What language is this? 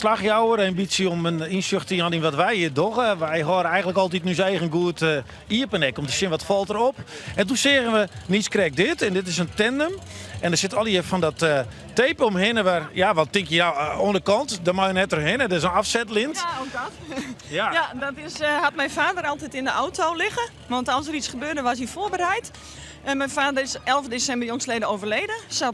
Western Frisian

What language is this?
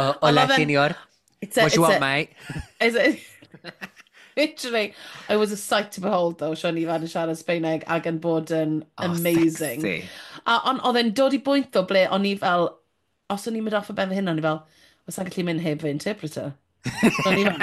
Welsh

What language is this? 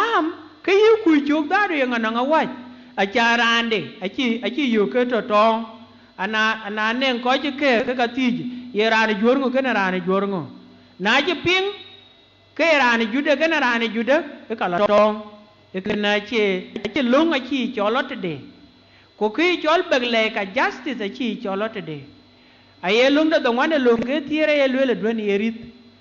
Dinka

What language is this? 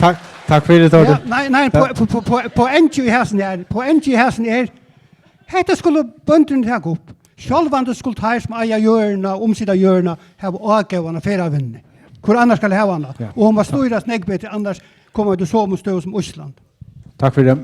Faroese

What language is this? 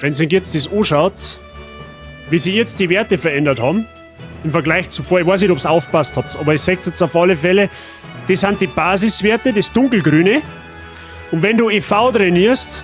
Bavarian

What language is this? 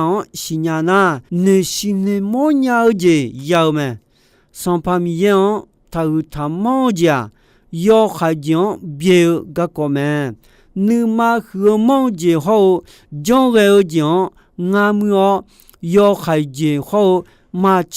Akha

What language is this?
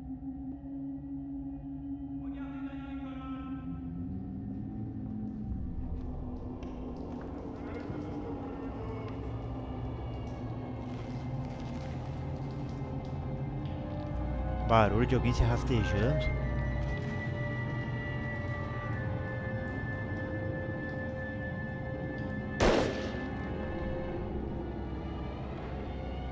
Portuguese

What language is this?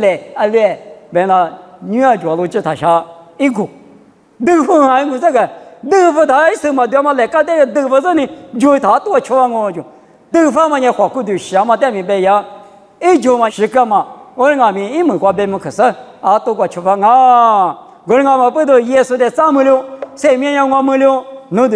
Lisu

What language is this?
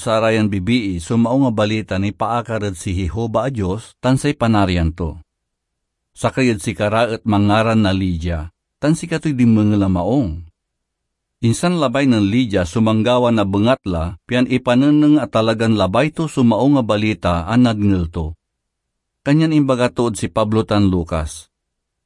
Pangasinan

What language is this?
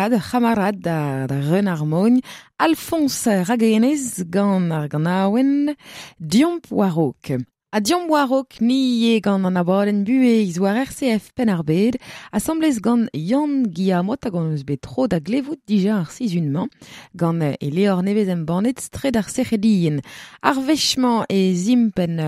Breton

